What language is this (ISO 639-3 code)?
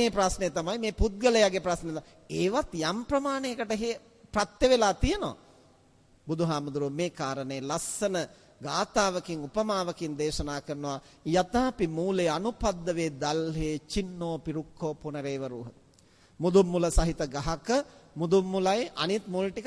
sin